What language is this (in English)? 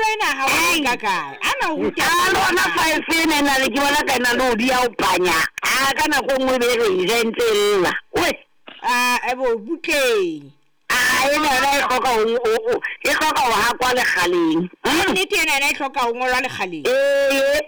Southern Sotho